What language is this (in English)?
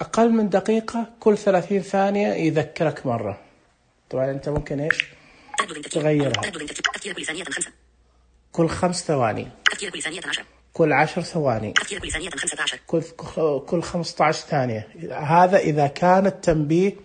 Najdi Arabic